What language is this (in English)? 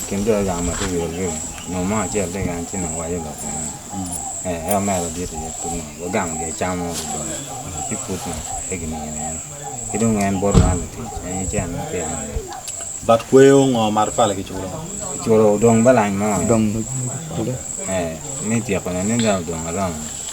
Acoli